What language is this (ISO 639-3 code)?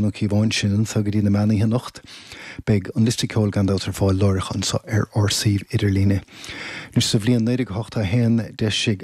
gle